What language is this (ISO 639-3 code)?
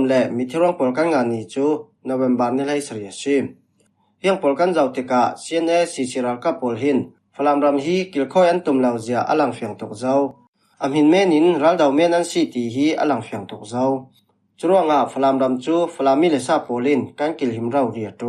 cfm